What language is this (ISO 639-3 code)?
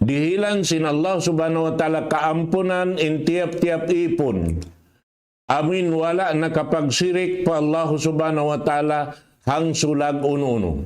tsg